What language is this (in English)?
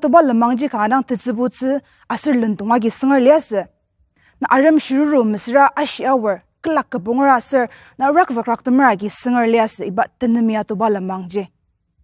Ao Naga